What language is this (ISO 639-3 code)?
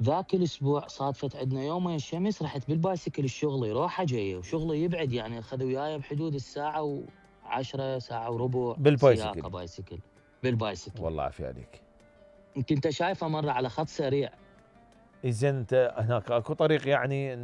acm